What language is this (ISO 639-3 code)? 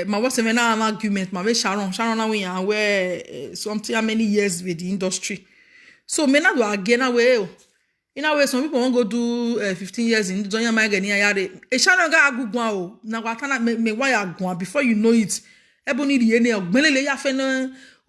pcm